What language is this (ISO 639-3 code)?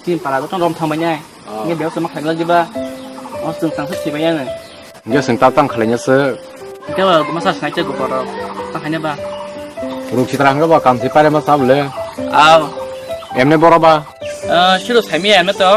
trp